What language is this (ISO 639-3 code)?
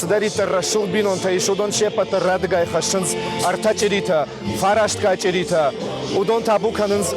oss